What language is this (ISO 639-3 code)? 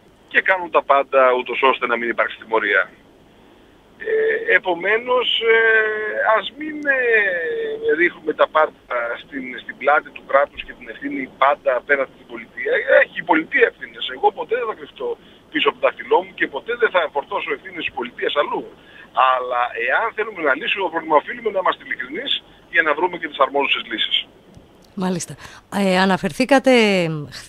ell